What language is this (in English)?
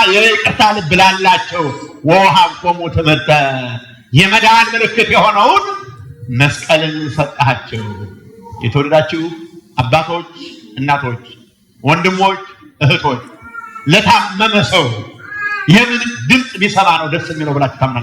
Amharic